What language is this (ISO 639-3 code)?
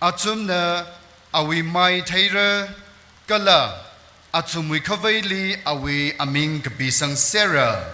nmf